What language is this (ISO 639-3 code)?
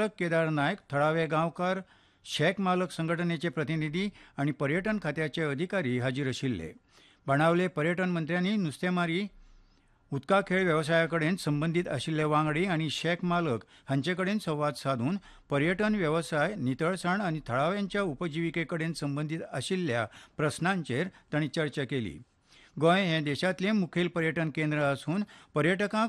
kok